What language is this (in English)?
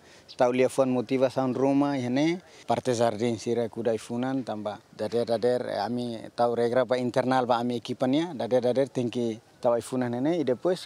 Tetum